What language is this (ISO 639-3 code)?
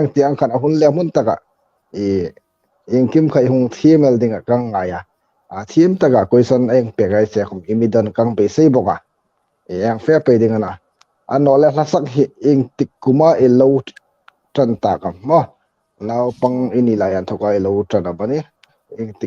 hmr